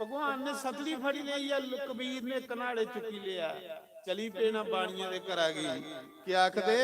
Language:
Dogri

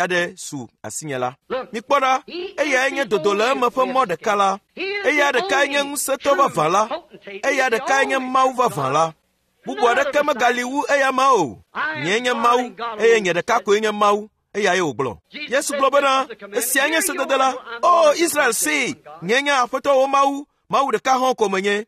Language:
Ewe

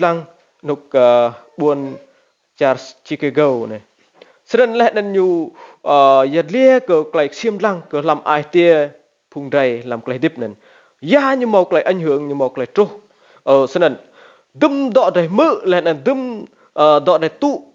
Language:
Rade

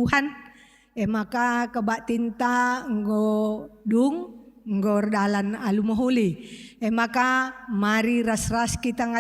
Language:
Batak Karo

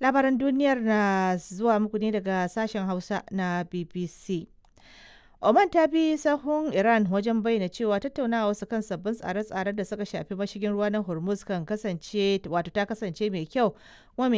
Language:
Hausa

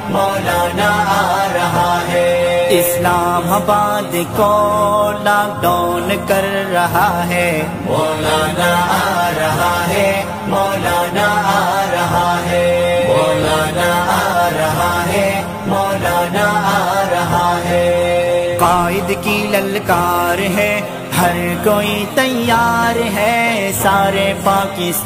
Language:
Urdu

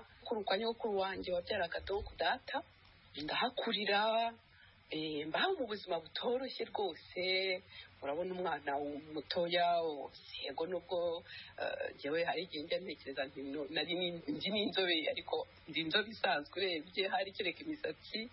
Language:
Kinyarwanda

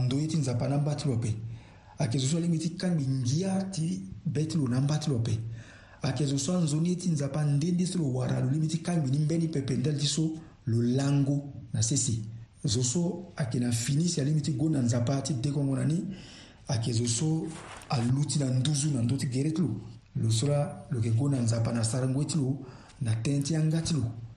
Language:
Sango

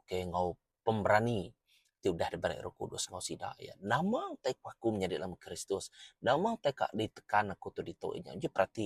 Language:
Iban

